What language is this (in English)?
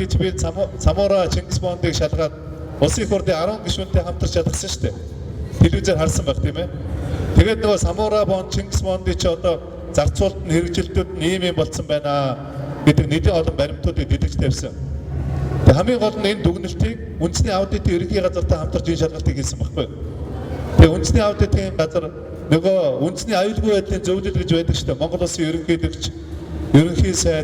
Mongolian